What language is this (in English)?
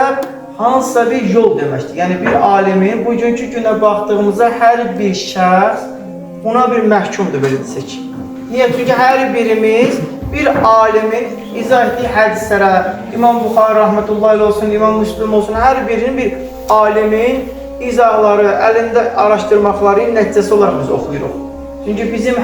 Azerbaijani